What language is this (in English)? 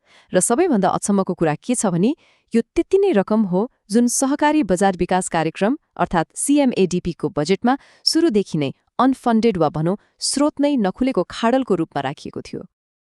Nepali